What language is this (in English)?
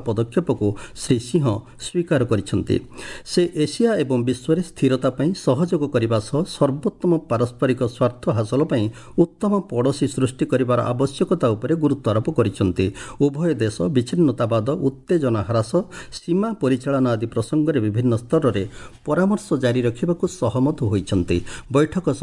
Odia